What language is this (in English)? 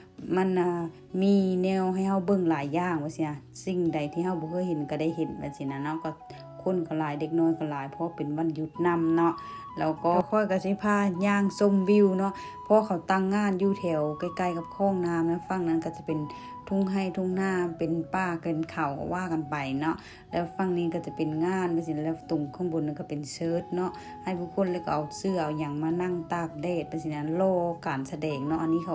Lao